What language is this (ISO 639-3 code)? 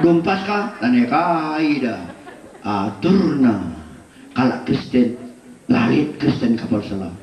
btx